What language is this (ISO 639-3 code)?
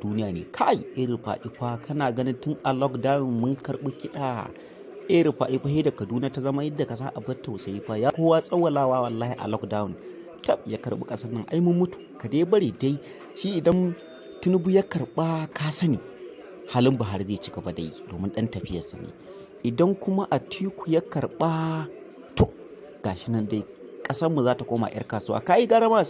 hau